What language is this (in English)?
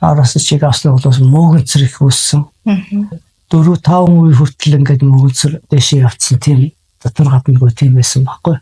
Mongolian